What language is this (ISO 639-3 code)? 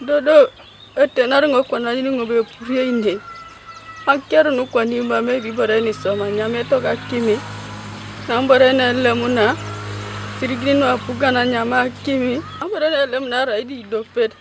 teo